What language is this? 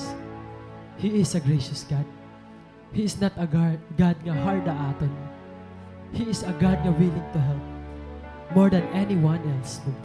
Waray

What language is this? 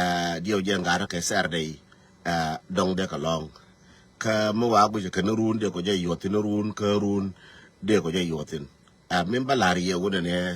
Nuer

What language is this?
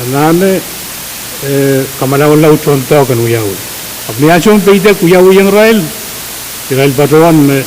Pohnpeian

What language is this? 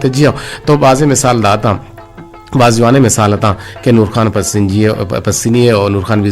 Eastern Balochi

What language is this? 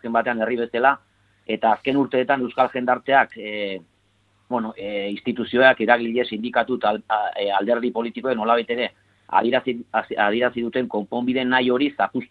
Basque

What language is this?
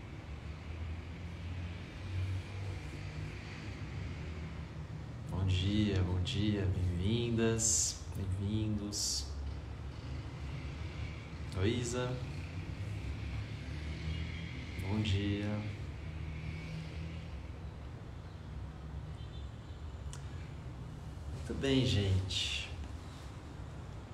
Portuguese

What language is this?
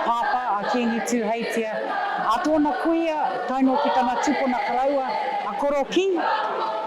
Māori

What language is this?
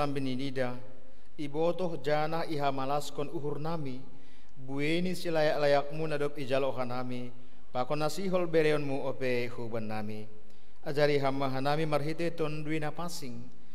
Batak Simalungun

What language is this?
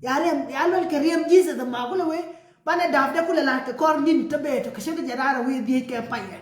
Nuer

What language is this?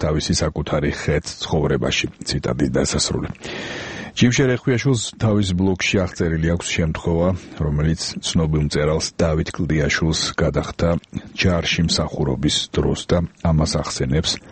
Georgian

